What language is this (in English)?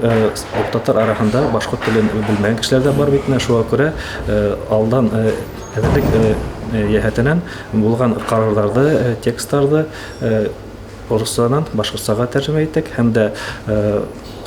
Bashkir